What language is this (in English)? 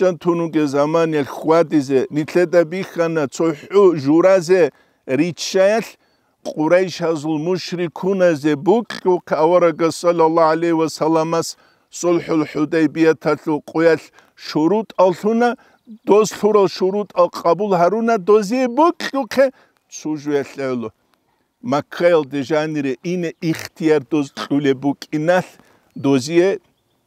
Avaric